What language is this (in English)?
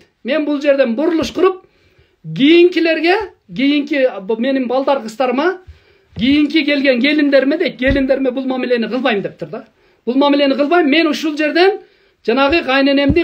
Kyrgyz